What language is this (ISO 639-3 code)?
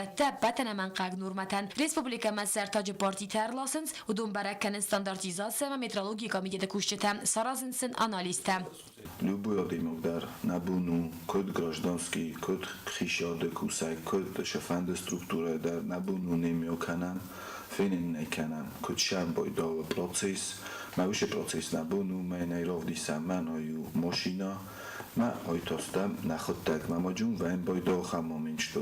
oss